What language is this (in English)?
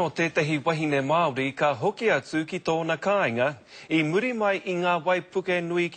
Māori